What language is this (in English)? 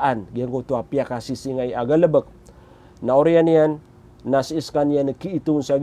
Maranao